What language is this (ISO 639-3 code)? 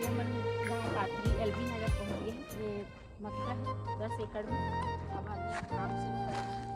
hne